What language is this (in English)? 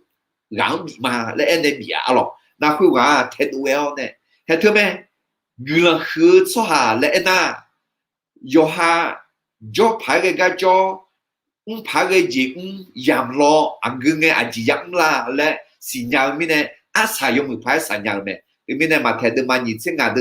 Akha